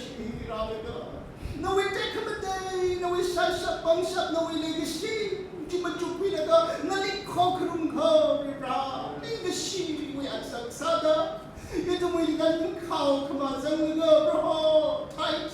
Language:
Tangkhul Naga (India)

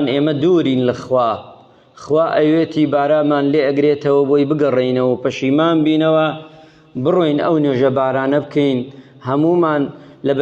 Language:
Central Kurdish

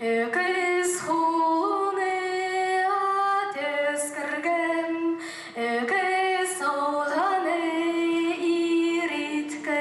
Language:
Khakas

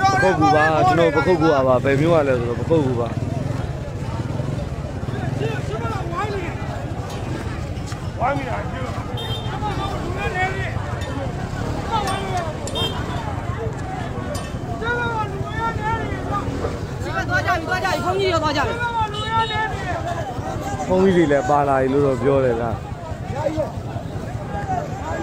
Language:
Burmese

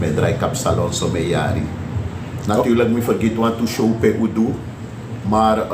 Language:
Sranan Tongo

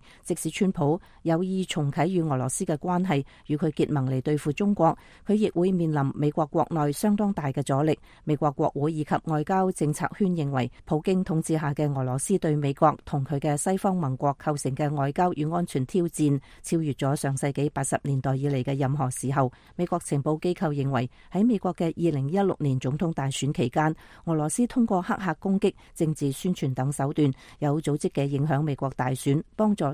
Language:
Cantonese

